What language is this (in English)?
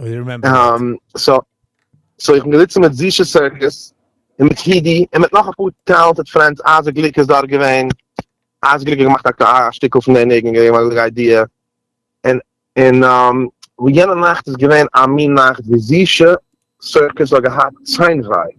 Yiddish